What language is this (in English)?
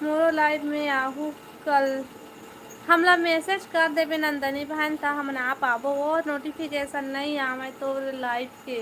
Chhattisgarhi